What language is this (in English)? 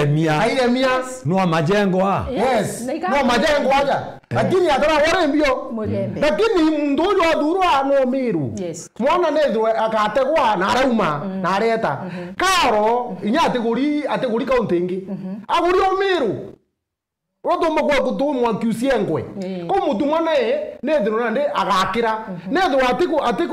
Meru